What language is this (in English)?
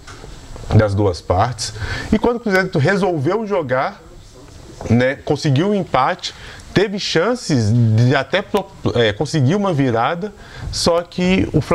Portuguese